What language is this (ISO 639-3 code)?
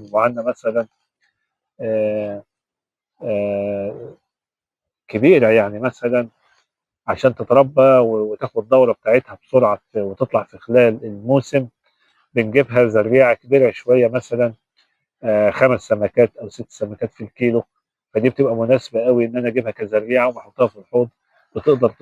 arz